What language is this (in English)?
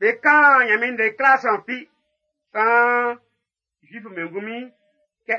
Baoulé